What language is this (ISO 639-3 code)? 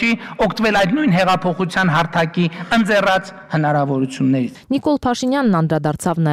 hye